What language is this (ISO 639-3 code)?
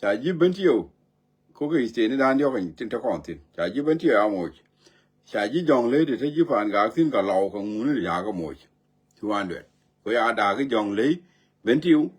nus